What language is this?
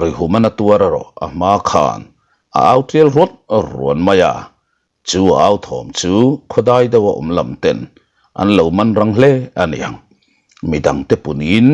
Mizo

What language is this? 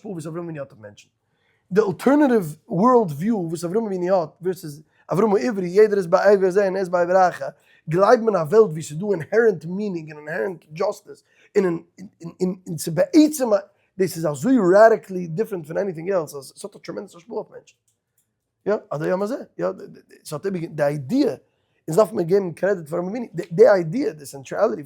Yiddish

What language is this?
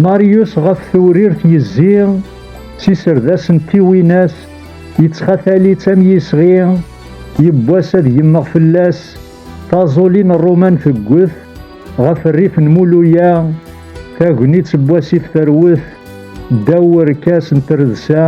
Kabyle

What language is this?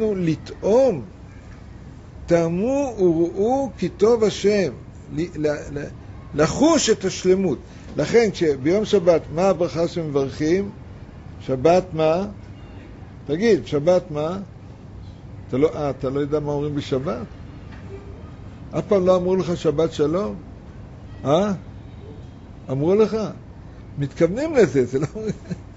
Hebrew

